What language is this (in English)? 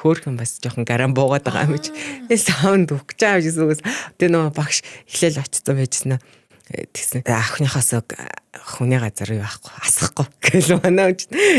Mongolian